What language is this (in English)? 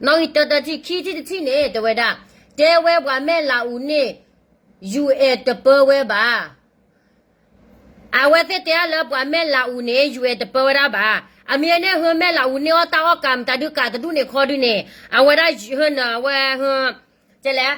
S'gaw Karen